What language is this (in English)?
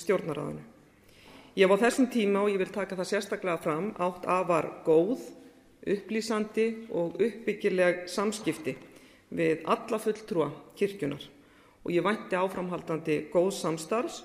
Icelandic